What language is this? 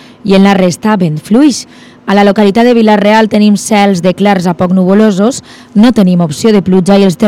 Catalan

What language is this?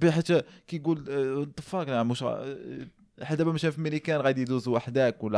Moroccan Arabic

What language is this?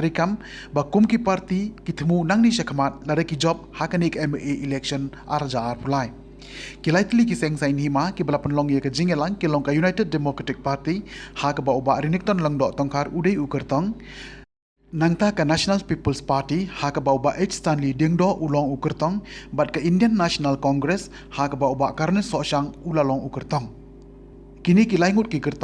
Khasi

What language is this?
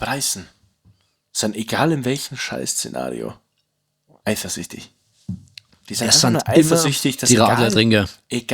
Bavarian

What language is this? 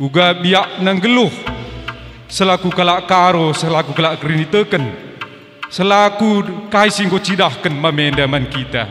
Batak Karo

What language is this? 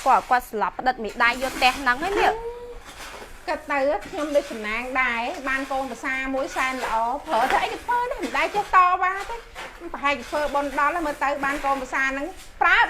Khmer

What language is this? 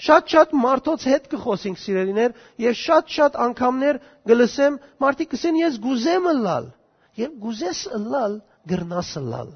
Western Armenian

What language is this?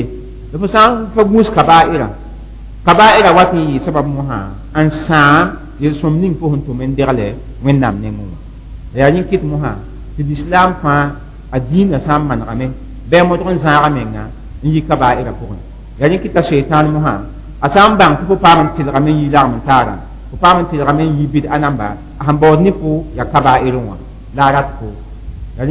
Mossi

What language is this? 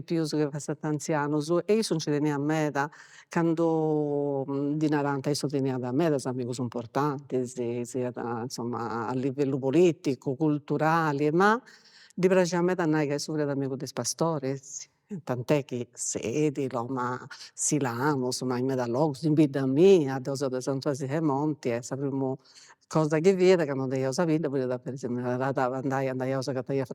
Sardinian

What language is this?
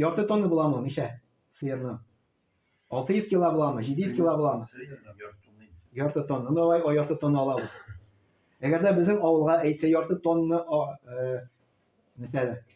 Tatar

